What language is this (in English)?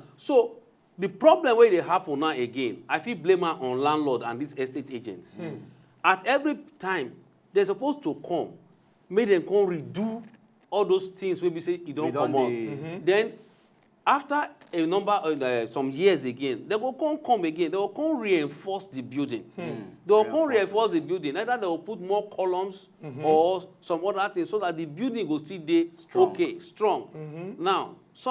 Nigerian Pidgin